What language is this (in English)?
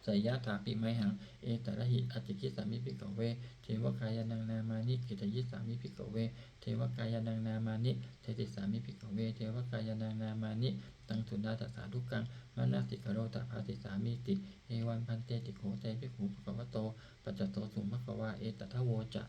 Pali